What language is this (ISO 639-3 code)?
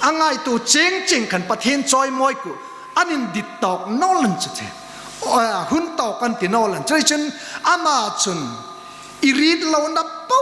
hmr